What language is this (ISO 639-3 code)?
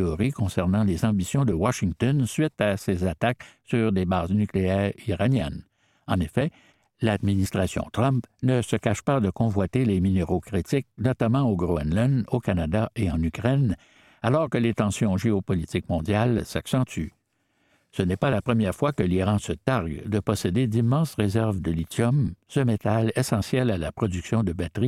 fra